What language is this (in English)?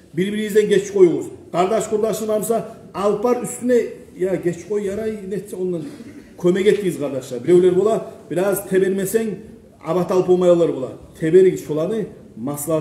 Kumyk